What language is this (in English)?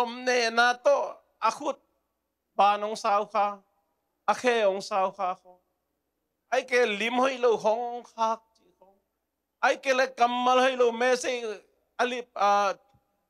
Tedim Chin